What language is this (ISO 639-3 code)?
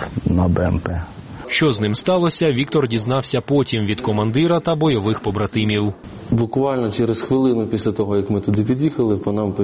ukr